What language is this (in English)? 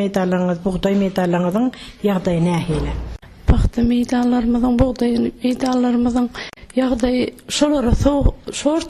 Turkmen